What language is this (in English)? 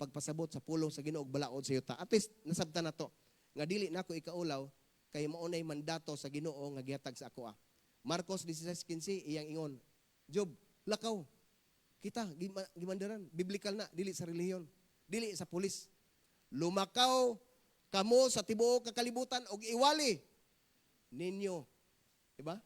Cebuano